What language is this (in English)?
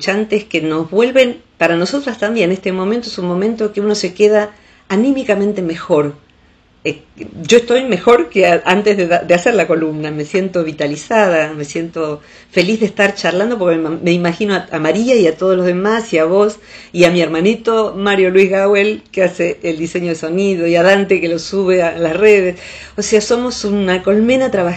Spanish